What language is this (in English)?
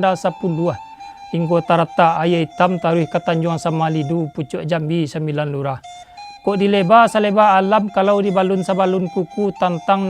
Minangkabau